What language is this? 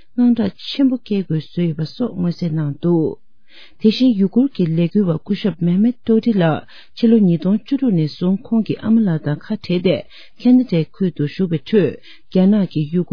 Tibetan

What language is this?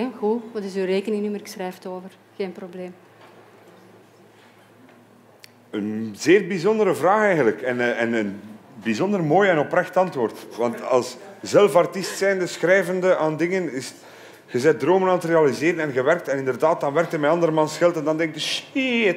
Dutch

